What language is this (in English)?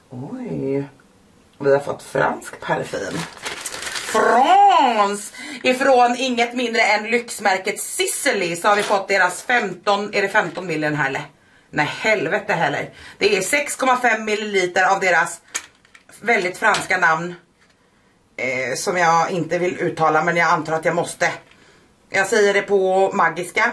Swedish